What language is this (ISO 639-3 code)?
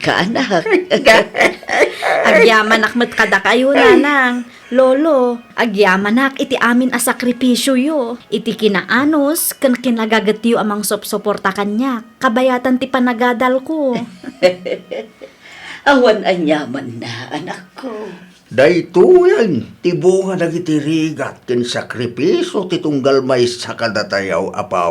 ilo